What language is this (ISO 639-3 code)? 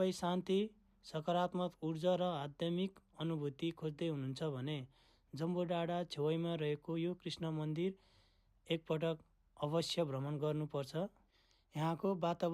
nep